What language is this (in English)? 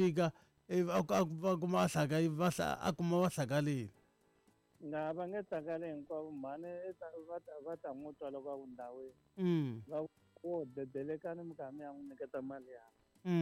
Tsonga